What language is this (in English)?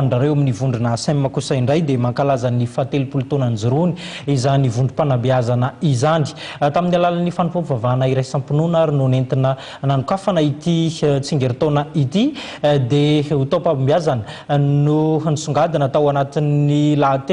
Malagasy